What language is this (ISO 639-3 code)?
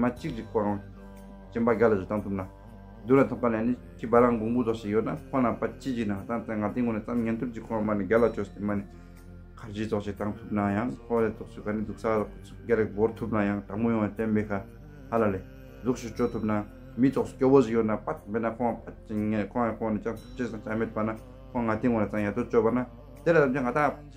bod